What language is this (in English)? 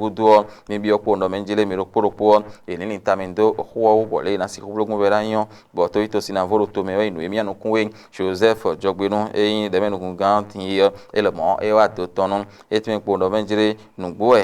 Fon